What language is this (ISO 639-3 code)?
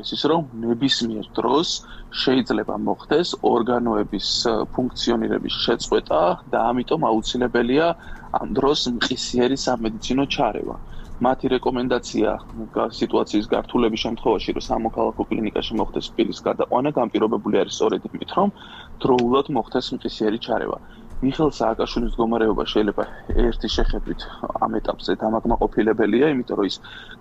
kat